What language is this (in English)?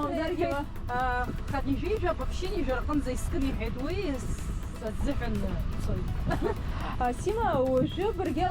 Abkhazian